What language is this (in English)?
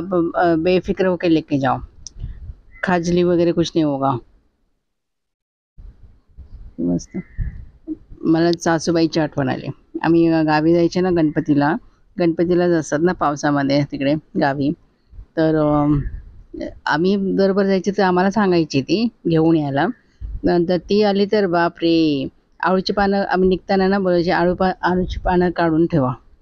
Marathi